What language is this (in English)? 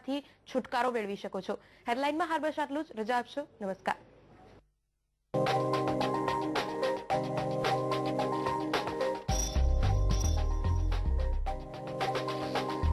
Gujarati